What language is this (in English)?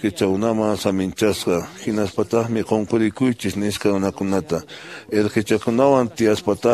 Quechua